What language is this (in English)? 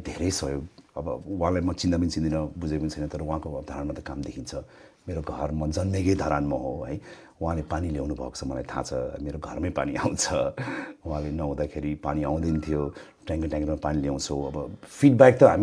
Nepali